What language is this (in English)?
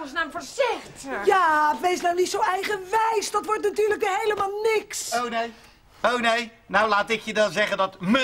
Dutch